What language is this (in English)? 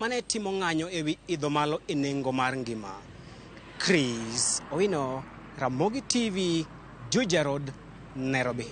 Luo (Kenya and Tanzania)